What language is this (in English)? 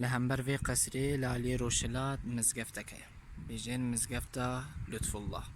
Kurdish